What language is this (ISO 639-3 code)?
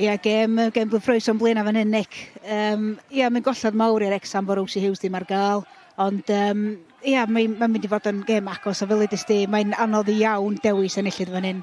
cym